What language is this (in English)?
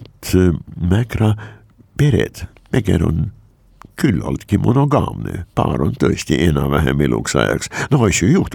Estonian